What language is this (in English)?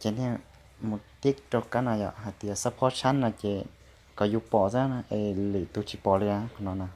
Hmong